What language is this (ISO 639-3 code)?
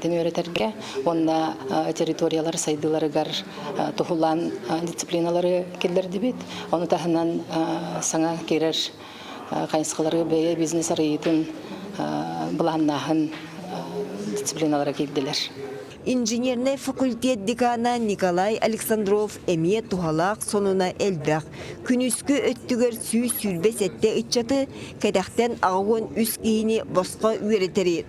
sah